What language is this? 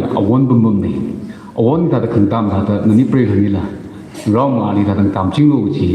Tangkhul Naga (India)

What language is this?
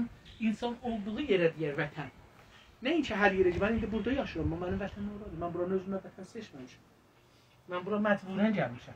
South Azerbaijani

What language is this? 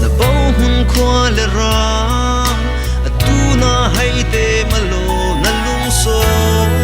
Falam Chin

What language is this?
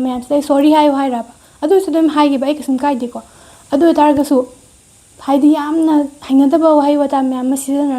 Manipuri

